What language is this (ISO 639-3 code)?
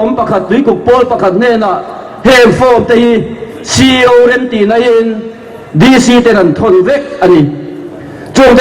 lus